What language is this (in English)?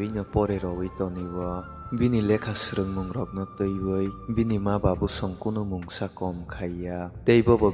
Kok Borok